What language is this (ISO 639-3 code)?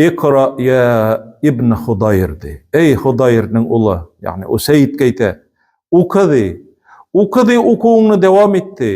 tat